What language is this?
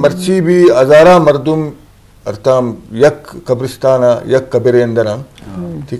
Eastern Balochi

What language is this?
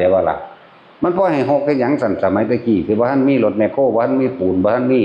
Northeastern Thai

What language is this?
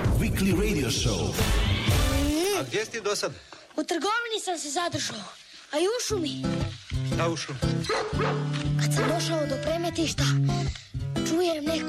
Croatian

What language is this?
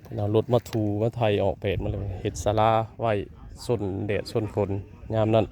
Northeastern Thai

